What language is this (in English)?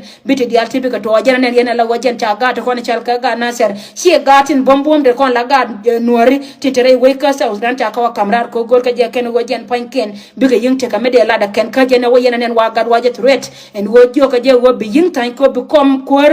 Nuer